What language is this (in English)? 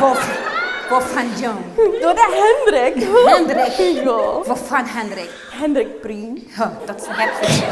Plautdietsch